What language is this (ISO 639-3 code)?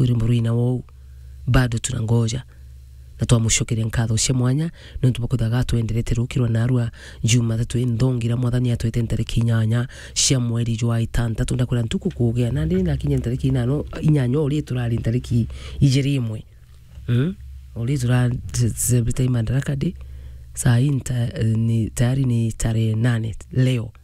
mer